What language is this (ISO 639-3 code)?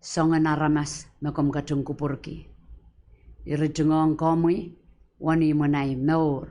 pon